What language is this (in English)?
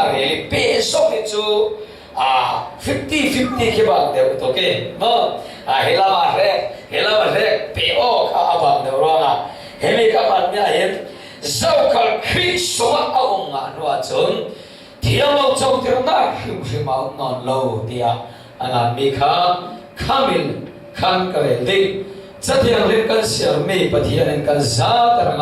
Falam Chin